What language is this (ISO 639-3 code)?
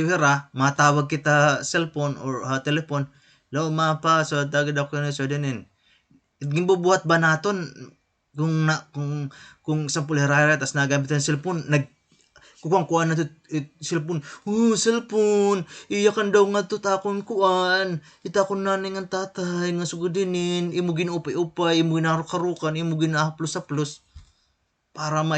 war